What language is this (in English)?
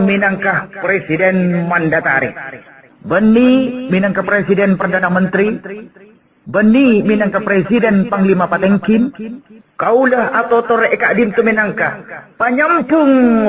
Madurese